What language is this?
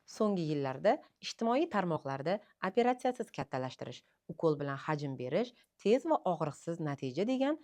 Uzbek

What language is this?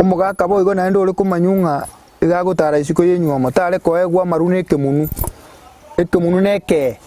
Gusii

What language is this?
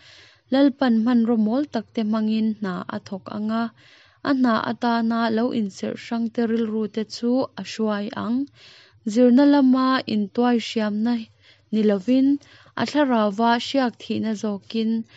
Mizo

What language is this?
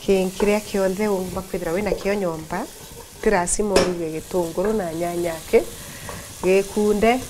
Meru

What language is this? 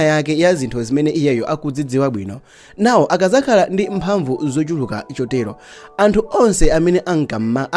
Nyanja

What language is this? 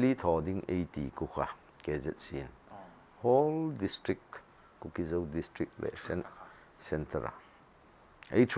Hmar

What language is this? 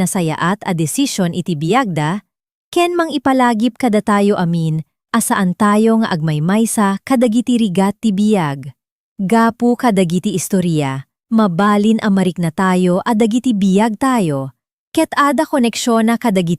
Iloko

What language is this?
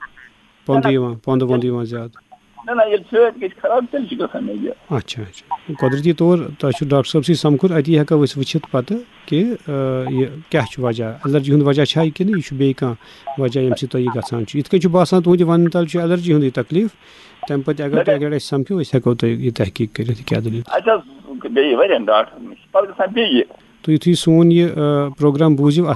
Kashmiri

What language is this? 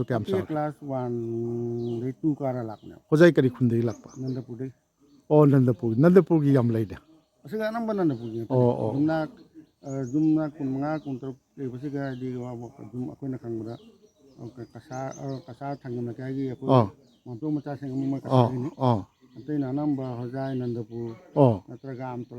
Manipuri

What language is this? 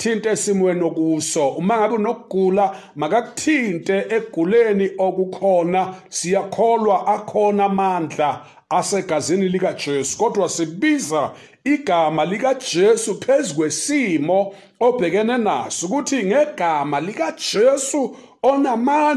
Zulu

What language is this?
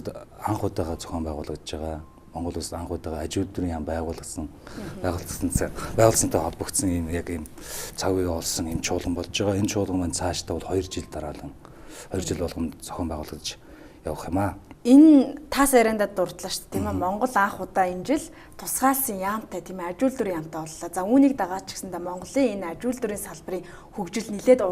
Mongolian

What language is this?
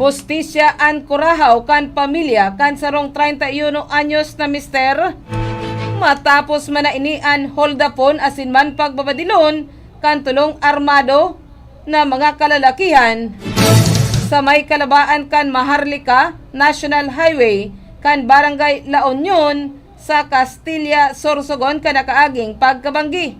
Bikol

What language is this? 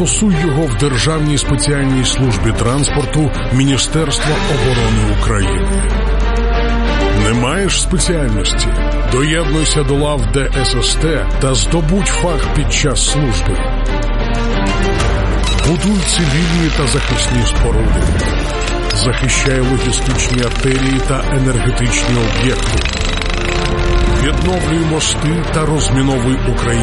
Ukrainian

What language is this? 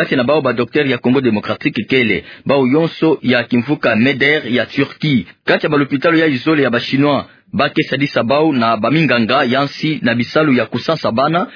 Kituba (Democratic Republic of Congo)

